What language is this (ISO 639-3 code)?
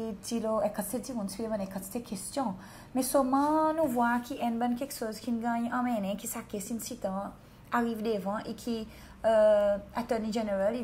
crs